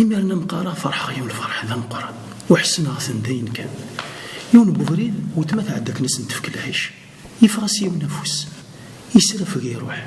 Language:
Kabyle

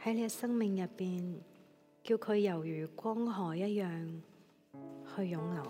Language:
Cantonese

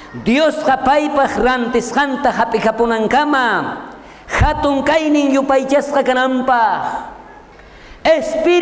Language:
South Bolivian Quechua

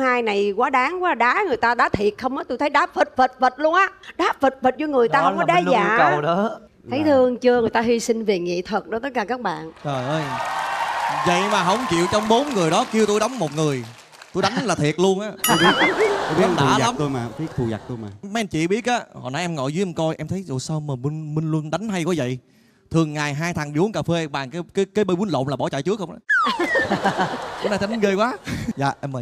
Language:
Vietnamese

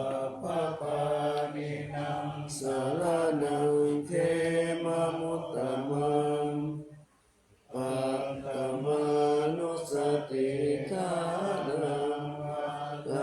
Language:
Pali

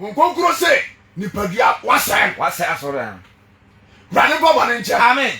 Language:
Akan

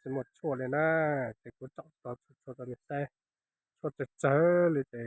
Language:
Hmong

